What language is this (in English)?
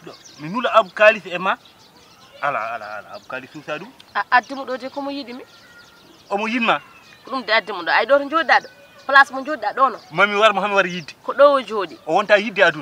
Fula